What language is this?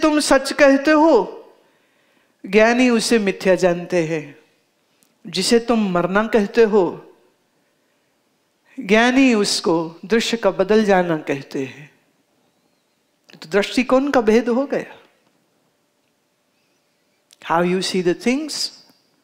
Hindi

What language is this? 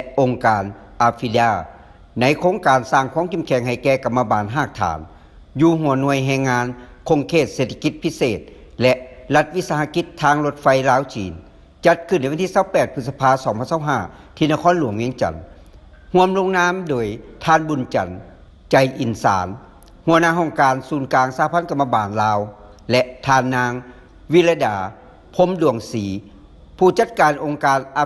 Lao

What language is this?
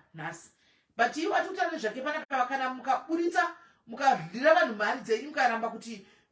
Shona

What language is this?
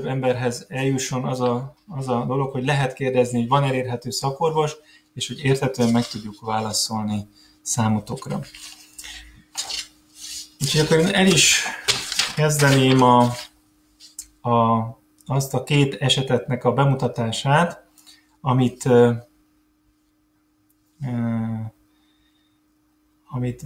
Hungarian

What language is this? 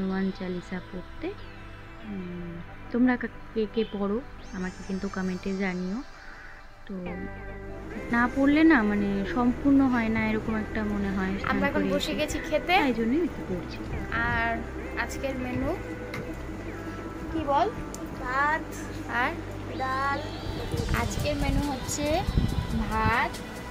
Bangla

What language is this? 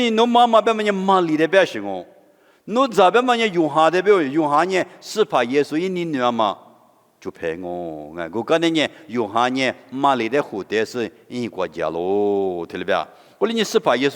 Lisu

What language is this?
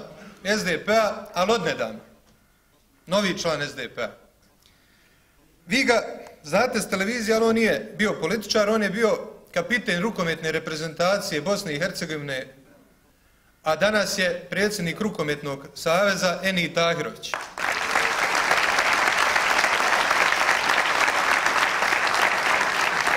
Bosnian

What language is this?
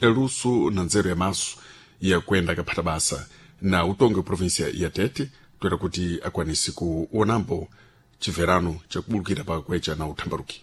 Sena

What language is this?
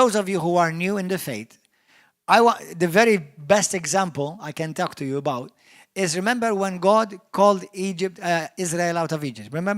English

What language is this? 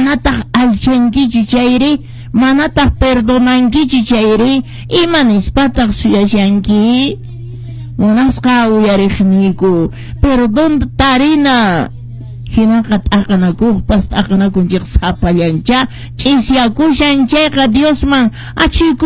Quechua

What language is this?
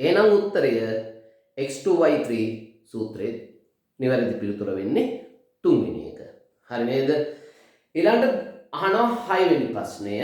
Sinhala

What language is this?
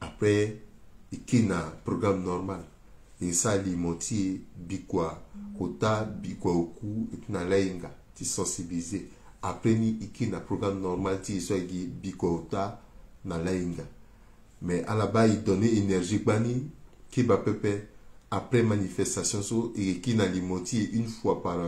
Sango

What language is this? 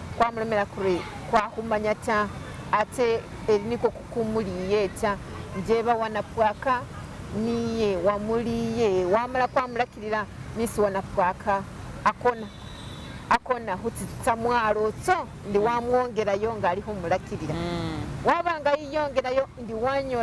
Masaaba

